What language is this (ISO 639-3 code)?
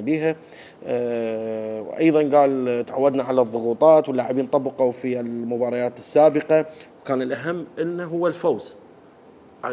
acm